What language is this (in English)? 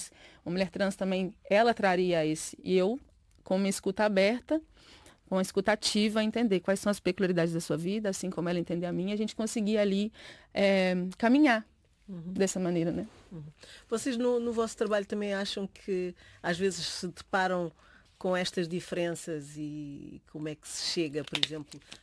Portuguese